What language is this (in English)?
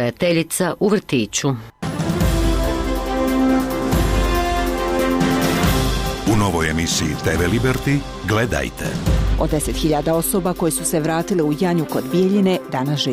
Bosnian